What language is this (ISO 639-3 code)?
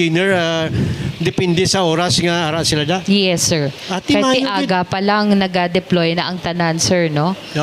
hil